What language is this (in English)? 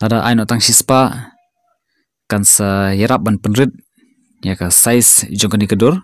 Khasi